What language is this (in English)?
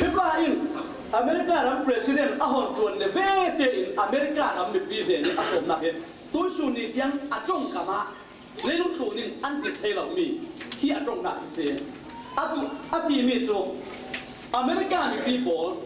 Falam Chin